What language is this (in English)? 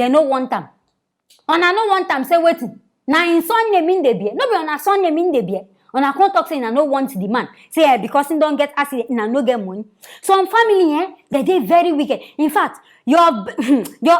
Nigerian Pidgin